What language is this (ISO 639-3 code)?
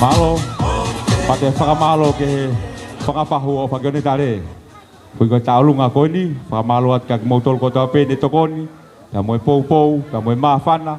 ton